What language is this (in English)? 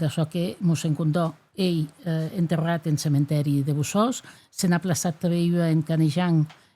Occitan